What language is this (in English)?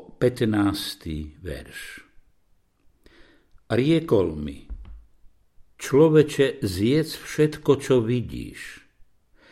Slovak